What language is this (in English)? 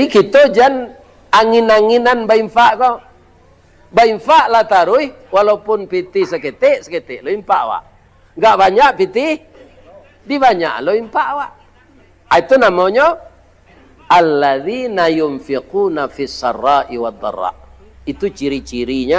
Minangkabau